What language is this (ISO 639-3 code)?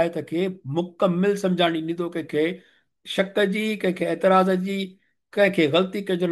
snd